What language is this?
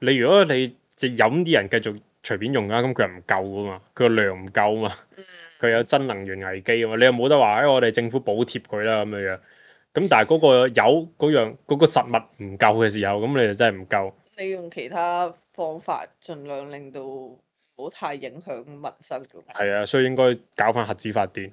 Cantonese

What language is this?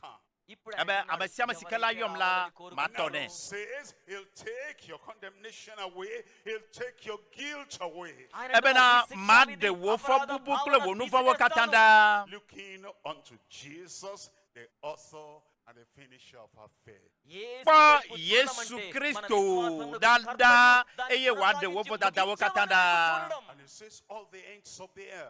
Ewe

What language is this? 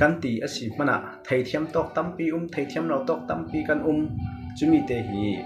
Falam Chin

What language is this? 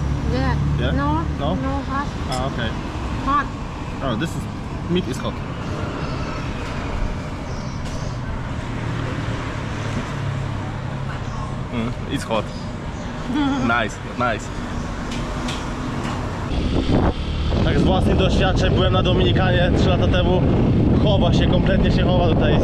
Polish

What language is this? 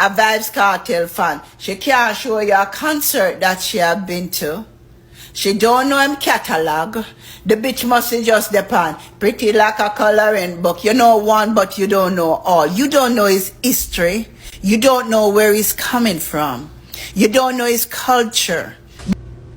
Jamaican Creole English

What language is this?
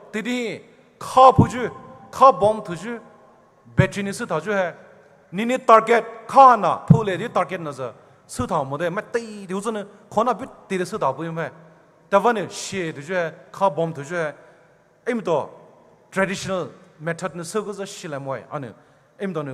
Poumei Naga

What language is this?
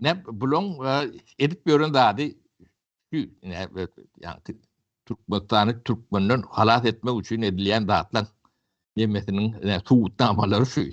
Turkmen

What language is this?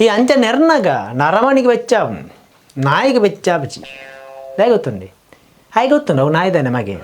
Tulu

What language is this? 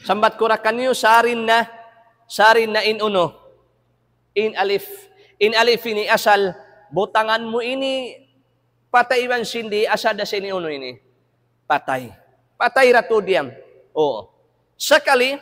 Tausug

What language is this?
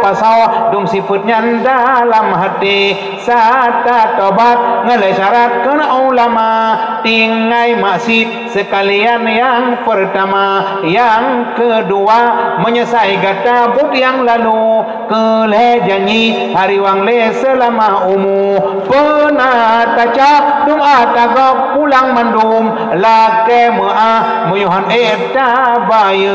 Achinese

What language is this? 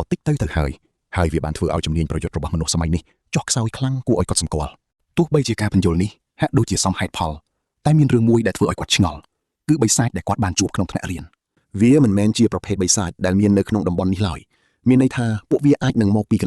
Khmer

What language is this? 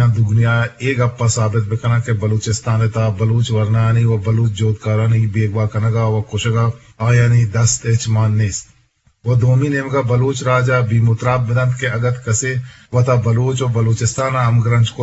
Eastern Balochi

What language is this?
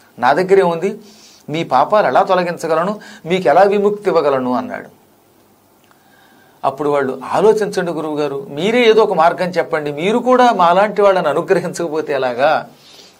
Telugu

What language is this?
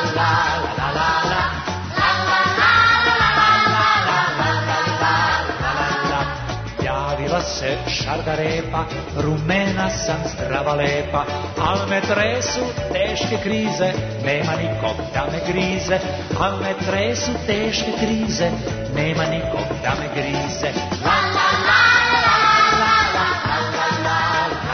Serbian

